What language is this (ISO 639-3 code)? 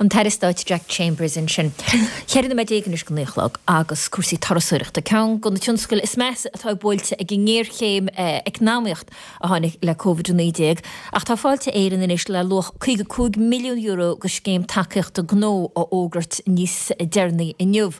gle